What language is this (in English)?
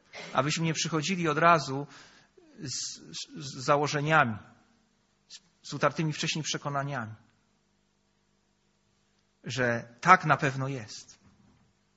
Polish